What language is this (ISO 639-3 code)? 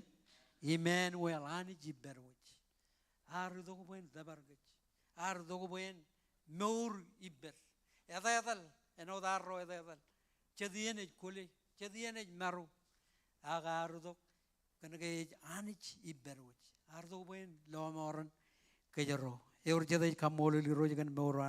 mah